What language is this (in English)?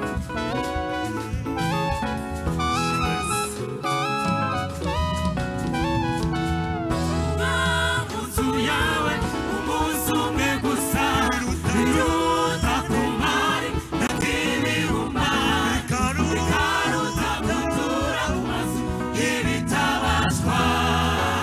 Kinyarwanda